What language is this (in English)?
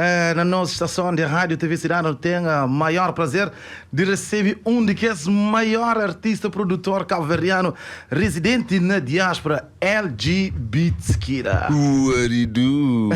Kabuverdianu